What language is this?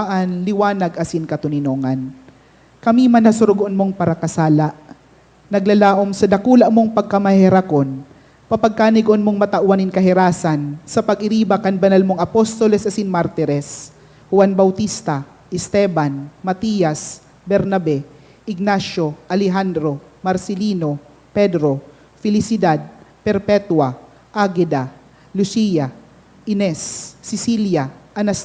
Bikol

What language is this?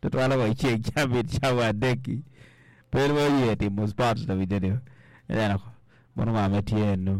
Acoli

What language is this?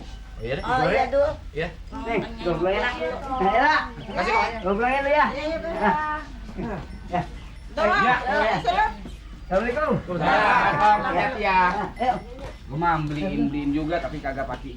Betawi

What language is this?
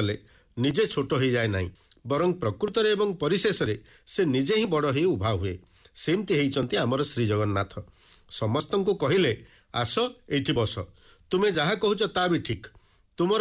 Odia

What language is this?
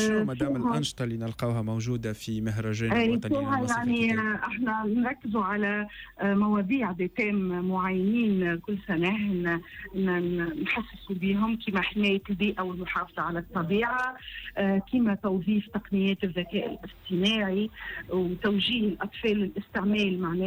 Tunisian Arabic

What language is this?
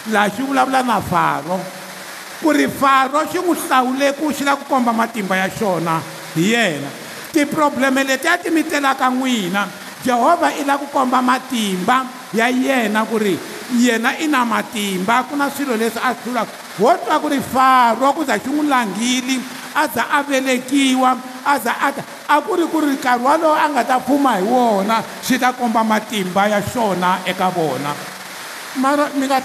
Tsonga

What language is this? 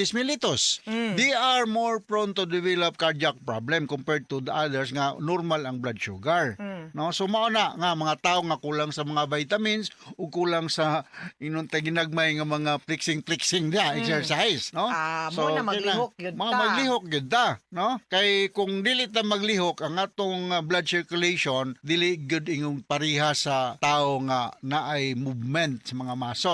Cebuano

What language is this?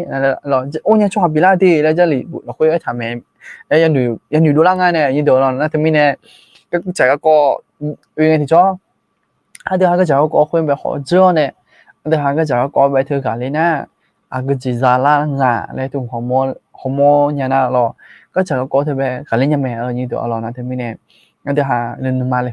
Akha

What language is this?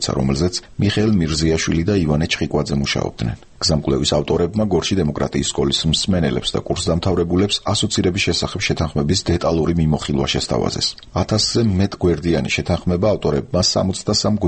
Georgian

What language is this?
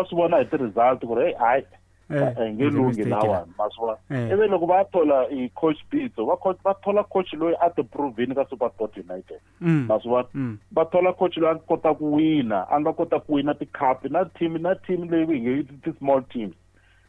Tsonga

